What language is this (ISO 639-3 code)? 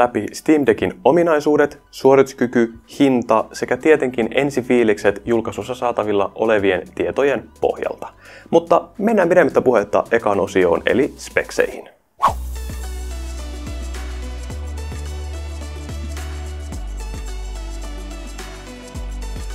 fin